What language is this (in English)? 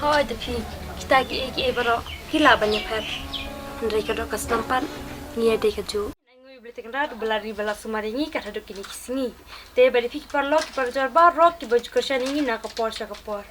Khasi